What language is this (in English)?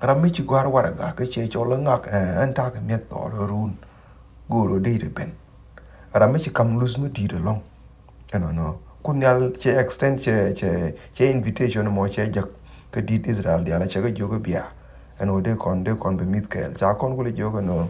Nuer